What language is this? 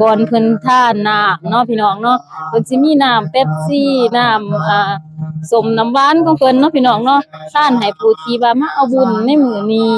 Lao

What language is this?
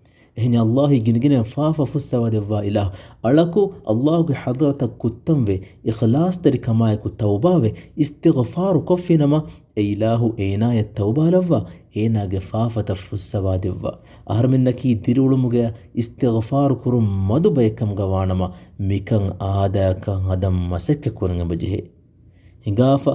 Divehi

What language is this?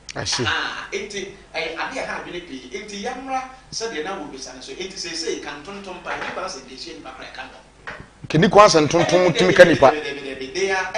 Akan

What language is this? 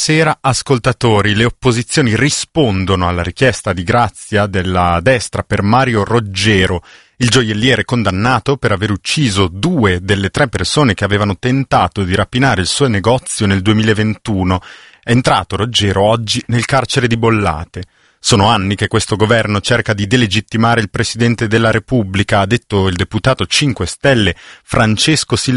Italian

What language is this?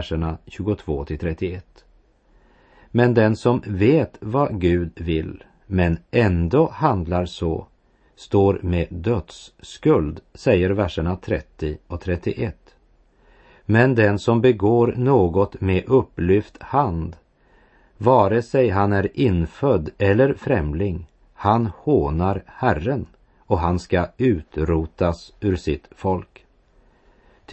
Swedish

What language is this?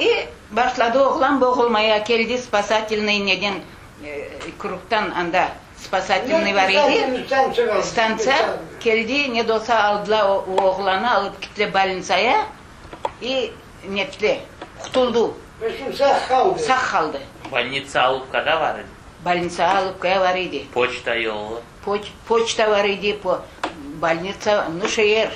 Crimean Tatar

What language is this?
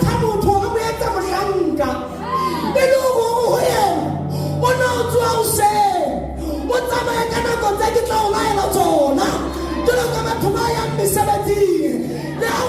Southern Sotho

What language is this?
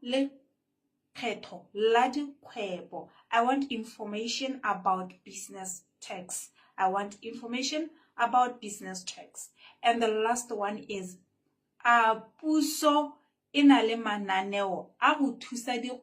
Tswana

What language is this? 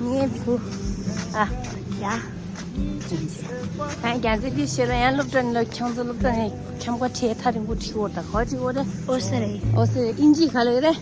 Tibetan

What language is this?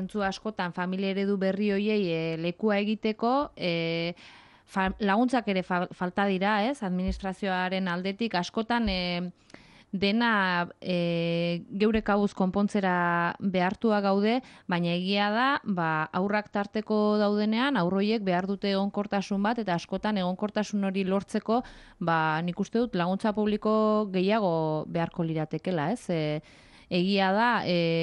Basque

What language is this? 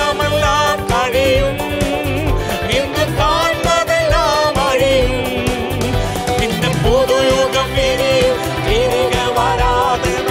Malayalam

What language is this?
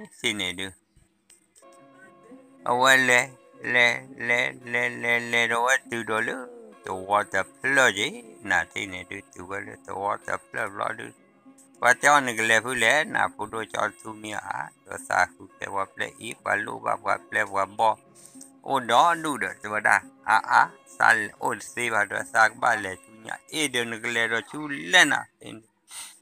S'gaw Karen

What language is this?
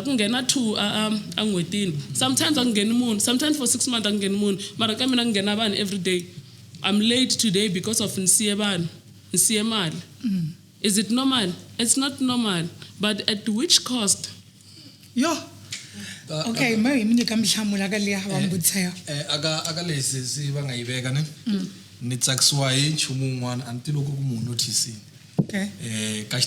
Tsonga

